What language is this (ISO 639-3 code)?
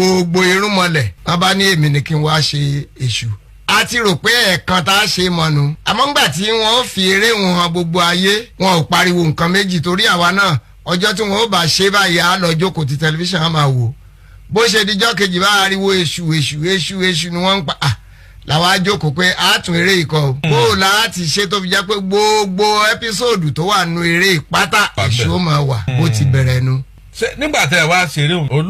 yor